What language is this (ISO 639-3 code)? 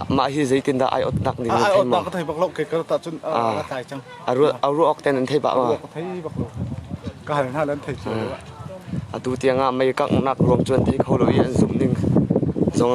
cnh